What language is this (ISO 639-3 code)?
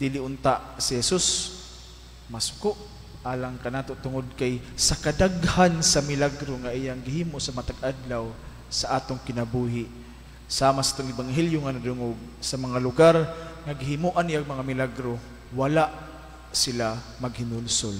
ceb